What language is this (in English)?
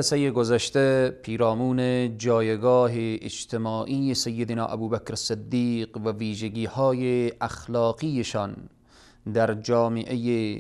Persian